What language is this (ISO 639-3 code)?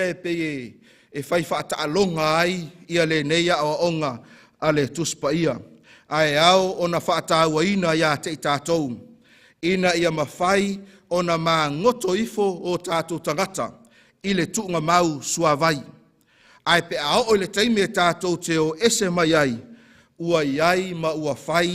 smo